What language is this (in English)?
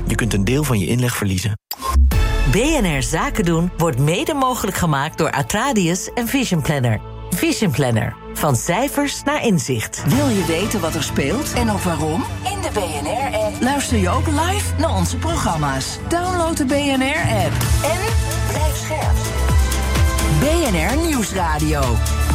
Dutch